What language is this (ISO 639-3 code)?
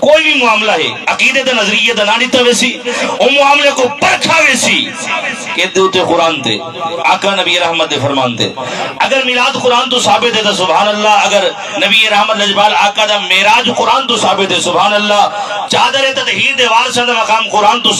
skr